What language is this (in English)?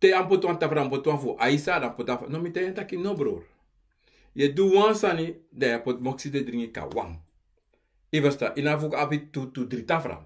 Sranan Tongo